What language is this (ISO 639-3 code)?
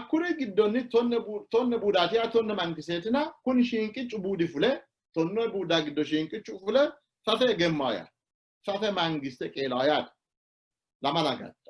sid